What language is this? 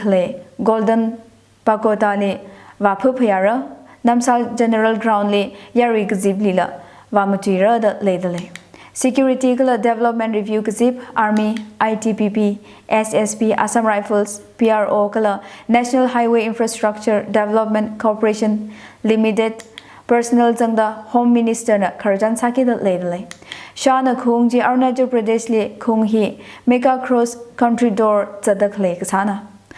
Tangkhul Naga (India)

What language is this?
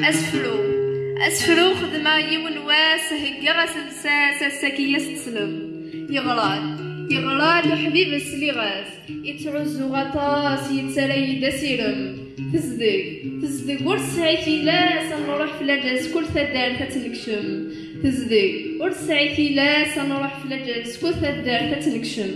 Kabyle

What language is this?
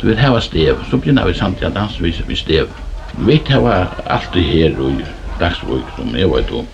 Faroese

